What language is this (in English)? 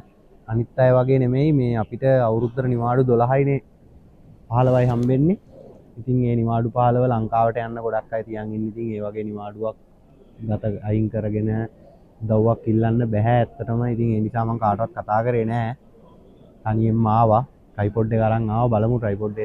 Sinhala